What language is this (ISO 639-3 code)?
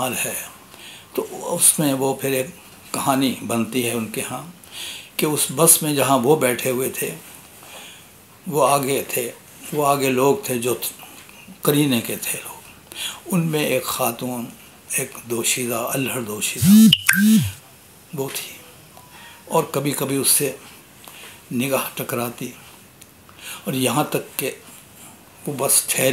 urd